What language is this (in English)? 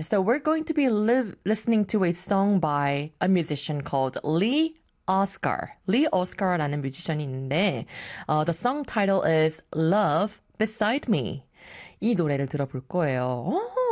Korean